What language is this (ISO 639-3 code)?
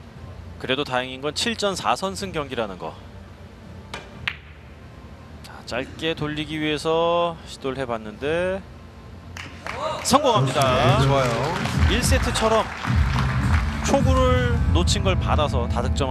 kor